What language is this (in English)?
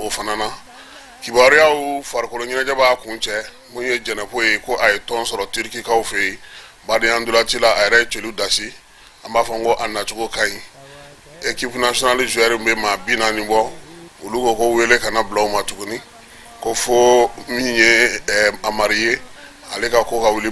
Bambara